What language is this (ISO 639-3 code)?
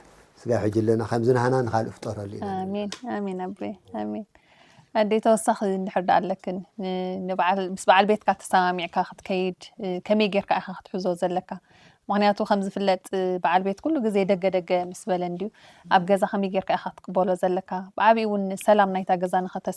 tir